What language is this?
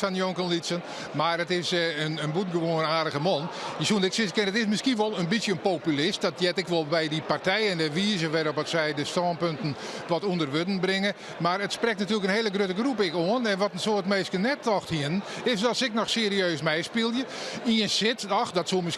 Western Frisian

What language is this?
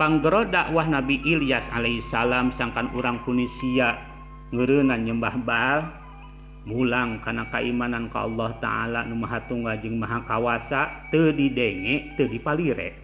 Sundanese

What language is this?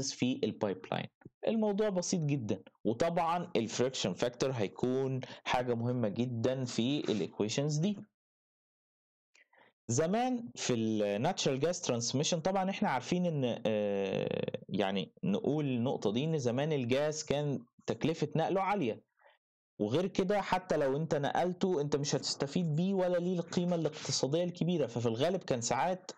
Egyptian Arabic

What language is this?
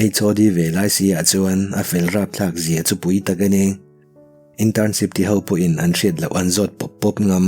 Mizo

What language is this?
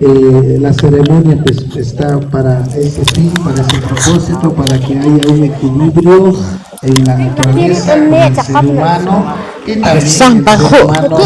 Poqomchi'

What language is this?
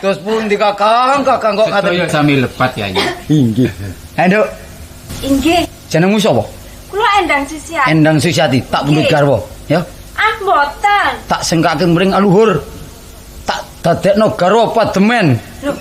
Javanese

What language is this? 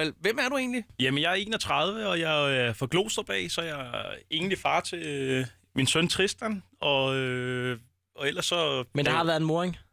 Danish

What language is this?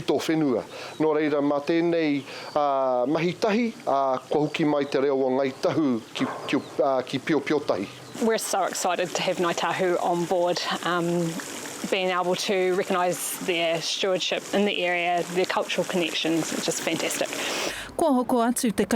Māori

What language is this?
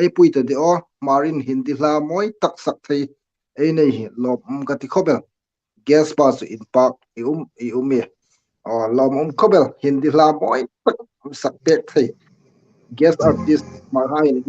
Hmar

